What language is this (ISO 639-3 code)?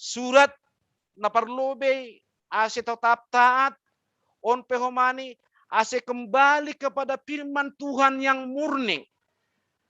bts